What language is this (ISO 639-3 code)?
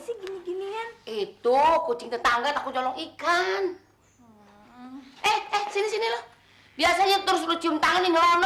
bew